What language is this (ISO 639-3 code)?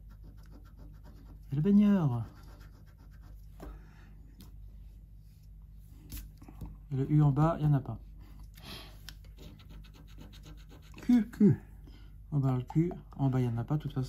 fra